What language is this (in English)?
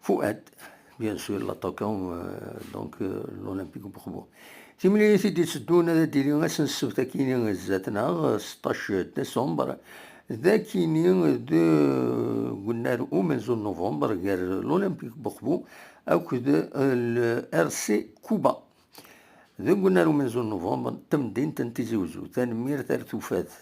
Kabyle